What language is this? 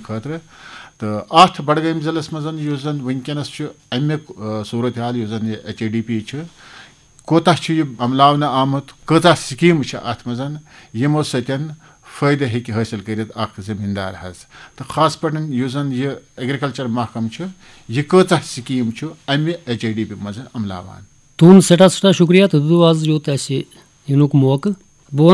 Kashmiri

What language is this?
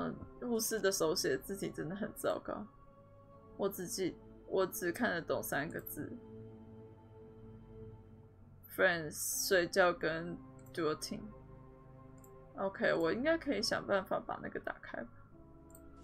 Chinese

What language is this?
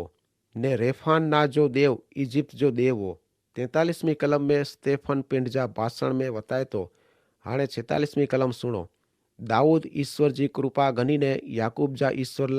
Kachhi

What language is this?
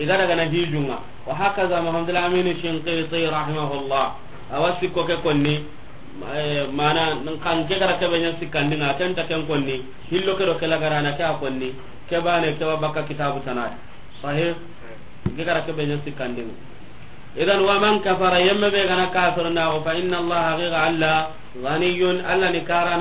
Soninke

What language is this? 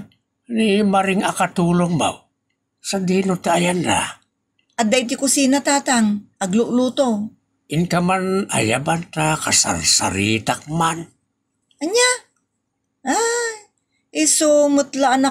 Iloko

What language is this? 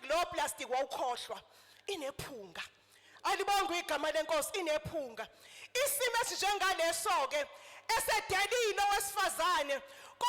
Zulu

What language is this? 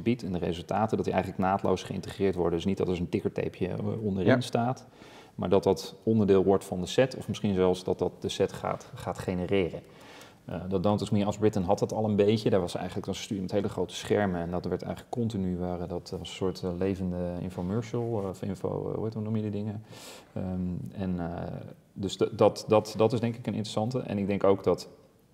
Dutch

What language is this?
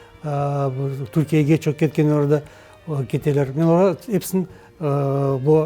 Crimean Tatar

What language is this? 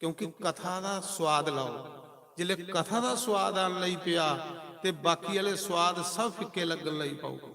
Dogri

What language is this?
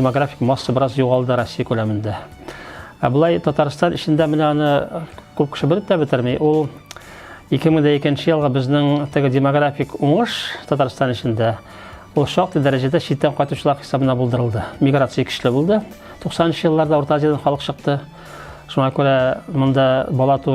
Tatar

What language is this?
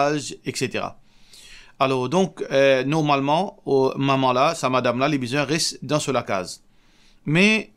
Morisyen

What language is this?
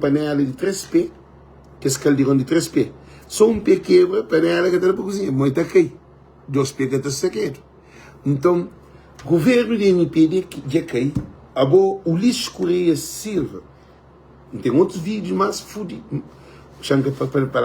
Kabuverdianu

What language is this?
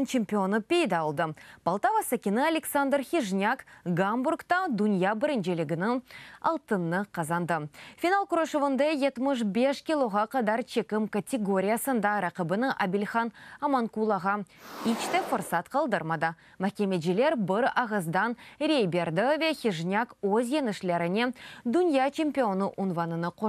Crimean Tatar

